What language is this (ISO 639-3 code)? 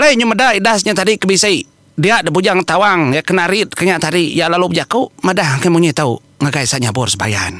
iba